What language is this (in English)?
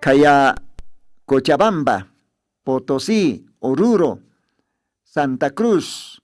Aymara